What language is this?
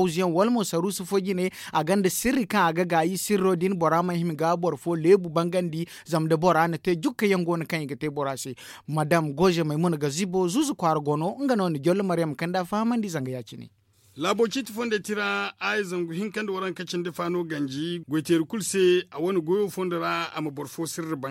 Zarma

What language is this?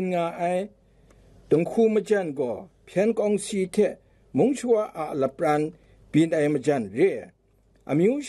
Kachin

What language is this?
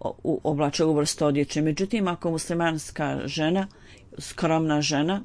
Bosnian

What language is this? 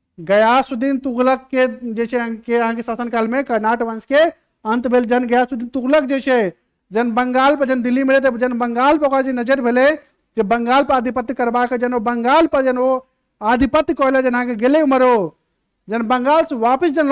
Maithili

